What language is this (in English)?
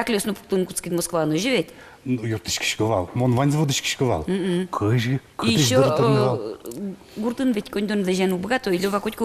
Udmurt